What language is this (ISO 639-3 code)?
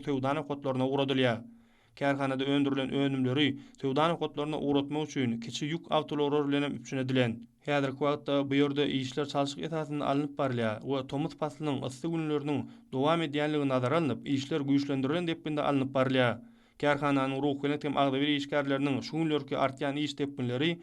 tuk